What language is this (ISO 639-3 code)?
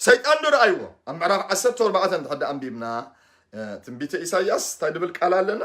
tir